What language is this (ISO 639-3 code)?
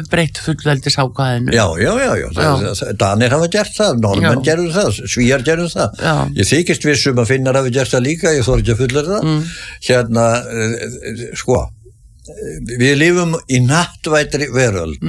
isl